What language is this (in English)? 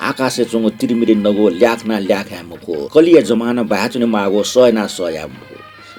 Newari